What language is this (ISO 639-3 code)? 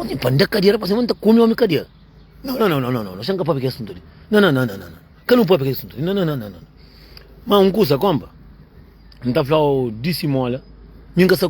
kea